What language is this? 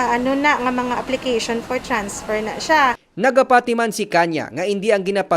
Hiligaynon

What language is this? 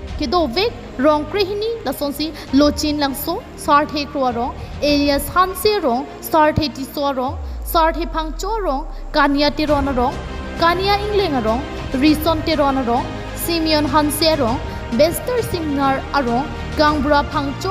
Karbi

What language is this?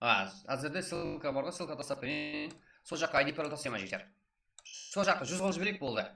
Kara-Kalpak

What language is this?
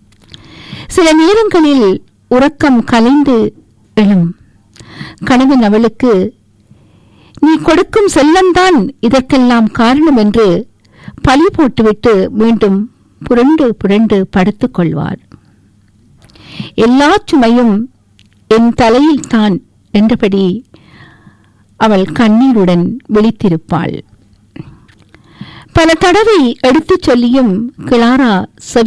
Tamil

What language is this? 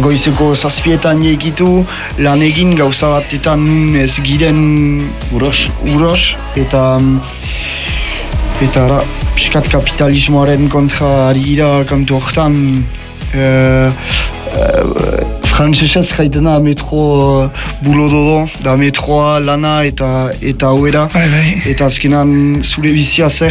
Basque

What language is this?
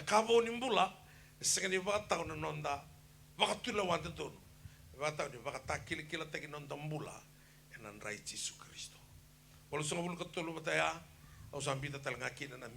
Fijian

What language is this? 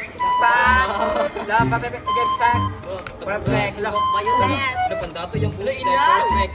Cebuano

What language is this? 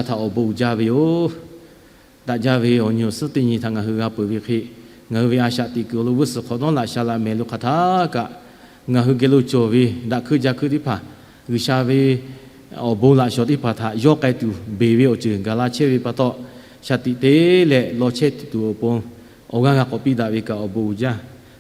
Lahu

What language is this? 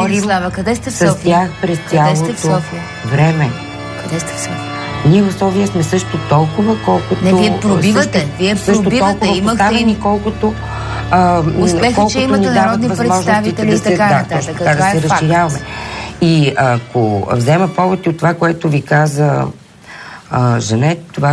Bulgarian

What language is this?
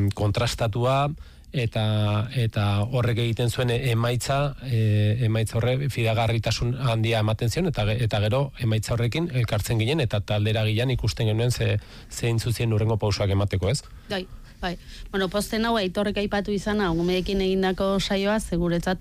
Basque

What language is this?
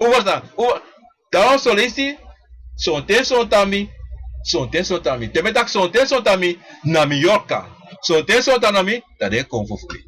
Sranan Tongo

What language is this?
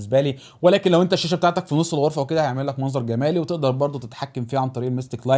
Egyptian Arabic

